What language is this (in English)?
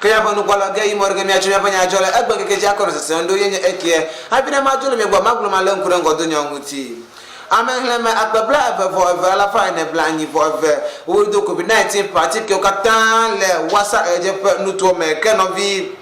Ewe